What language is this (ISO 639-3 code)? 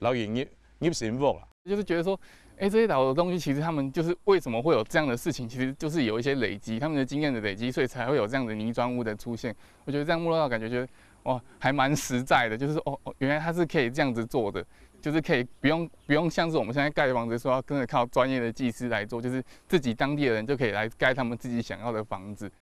hak